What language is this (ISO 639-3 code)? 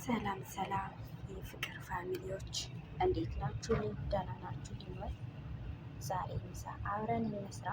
amh